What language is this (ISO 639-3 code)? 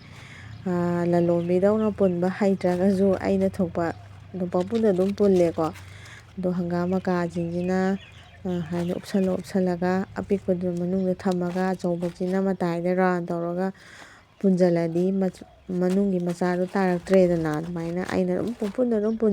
mni